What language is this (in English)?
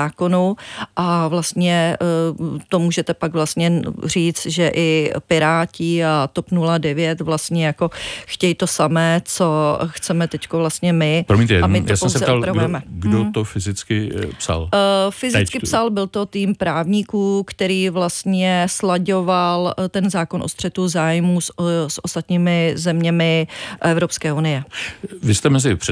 Czech